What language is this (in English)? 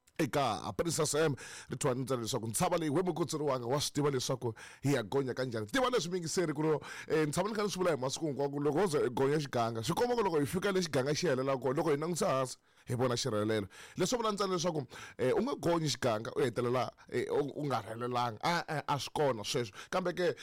Tsonga